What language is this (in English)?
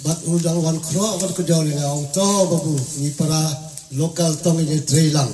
Khasi